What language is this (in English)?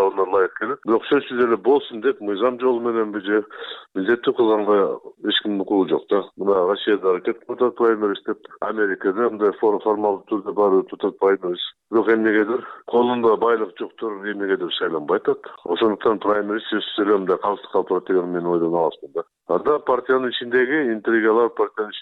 Kyrgyz